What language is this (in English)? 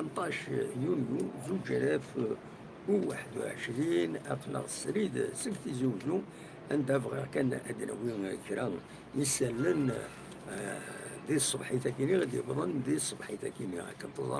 Kabyle